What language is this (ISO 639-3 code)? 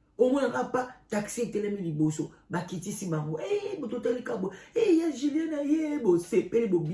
lin